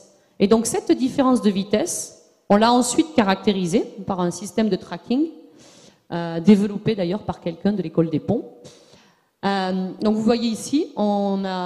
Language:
French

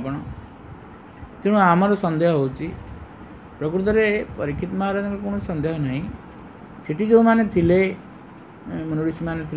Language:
Odia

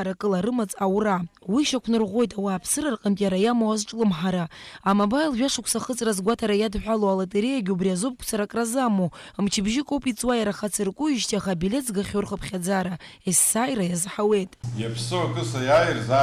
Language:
Abkhazian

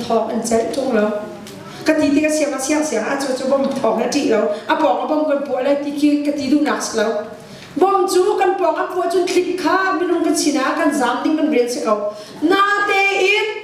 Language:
Hakha Chin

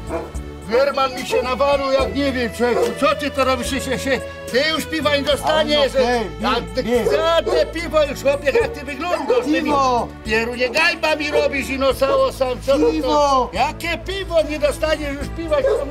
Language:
Silesian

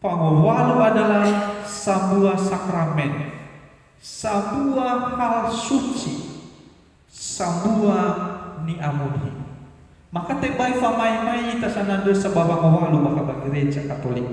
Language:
Nias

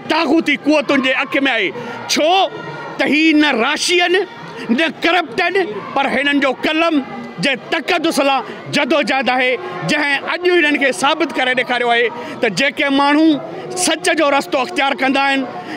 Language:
Sindhi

